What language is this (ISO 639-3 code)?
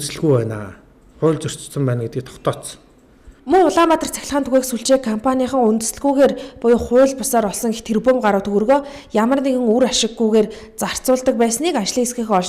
mon